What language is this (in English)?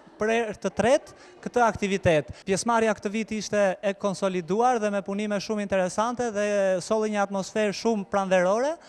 Albanian